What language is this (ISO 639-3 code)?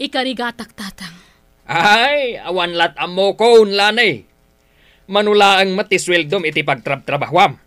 ilo